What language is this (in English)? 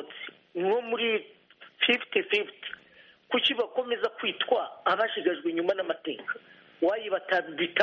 Kinyarwanda